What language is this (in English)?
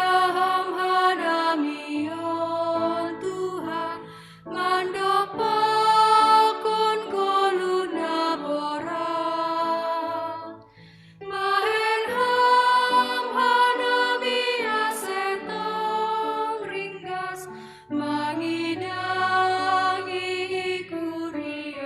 Batak Simalungun